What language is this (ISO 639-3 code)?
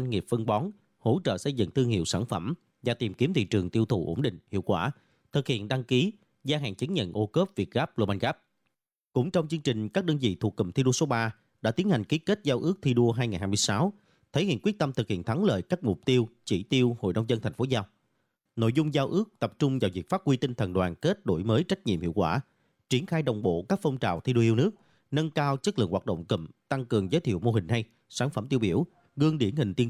vie